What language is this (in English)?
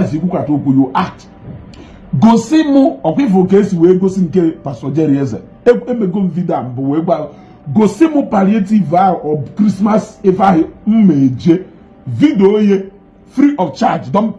Igbo